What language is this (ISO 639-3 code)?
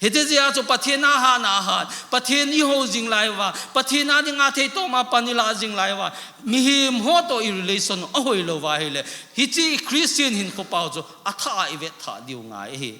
tcz